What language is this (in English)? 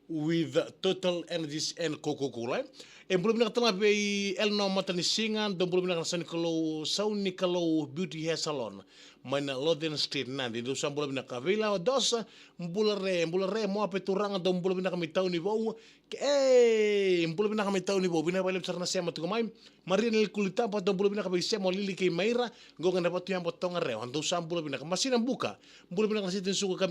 Fijian